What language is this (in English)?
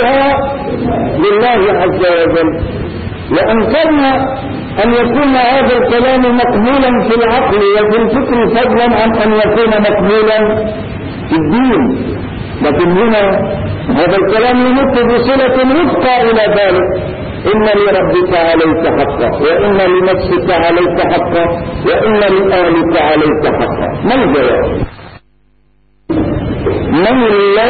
Arabic